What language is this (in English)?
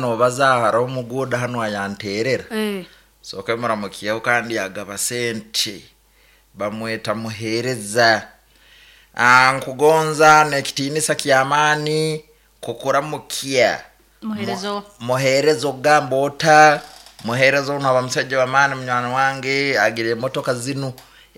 Nyoro